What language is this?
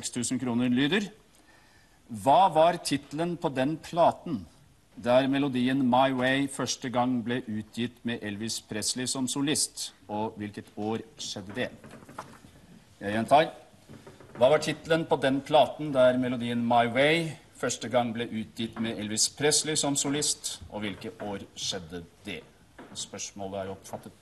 Norwegian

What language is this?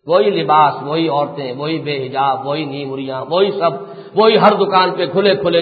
Urdu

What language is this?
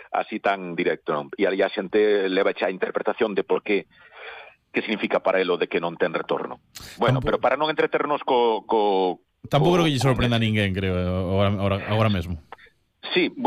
Galician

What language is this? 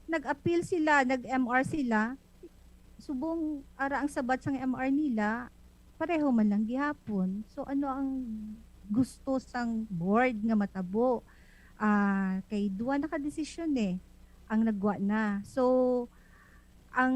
Hiligaynon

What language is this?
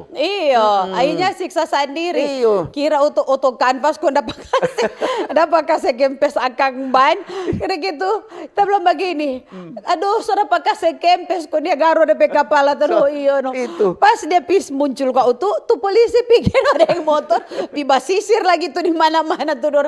Manado Malay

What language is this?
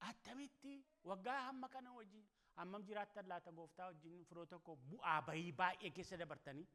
Oromo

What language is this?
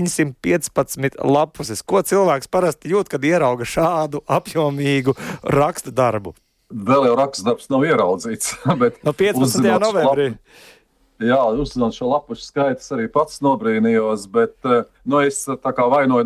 Latvian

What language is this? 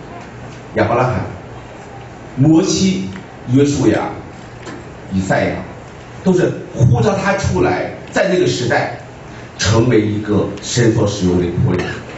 Chinese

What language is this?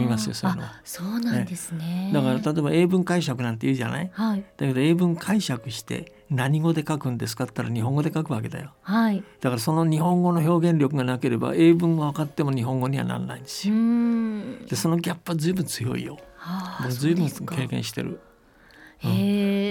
Japanese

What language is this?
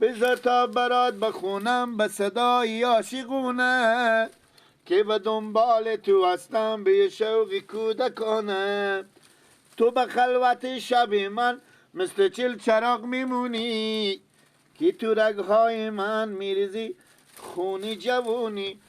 Persian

